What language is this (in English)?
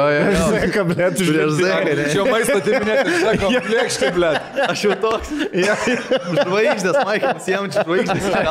Lithuanian